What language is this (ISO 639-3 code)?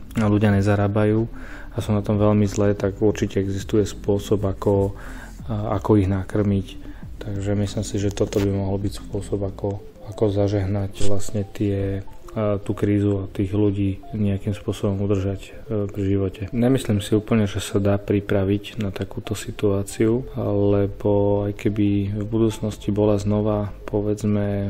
slk